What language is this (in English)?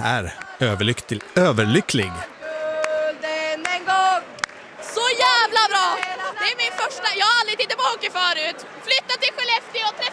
Swedish